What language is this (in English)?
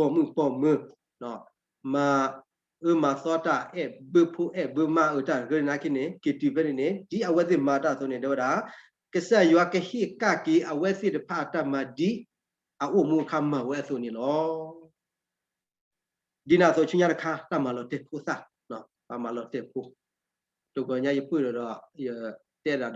S'gaw Karen